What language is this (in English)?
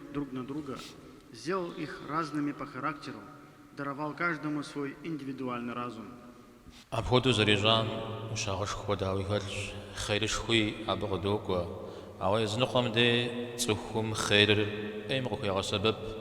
Kabardian